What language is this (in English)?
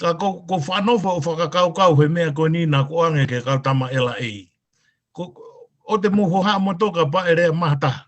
Tongan